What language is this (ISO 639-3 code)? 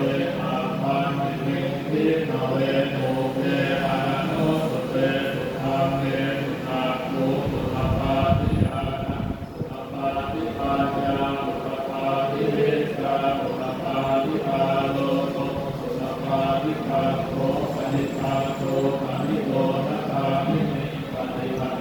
pli